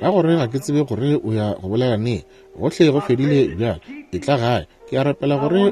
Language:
Northern Sotho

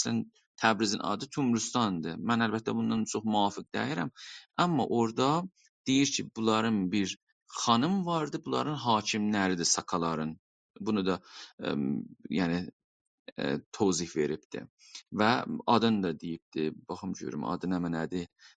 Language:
South Azerbaijani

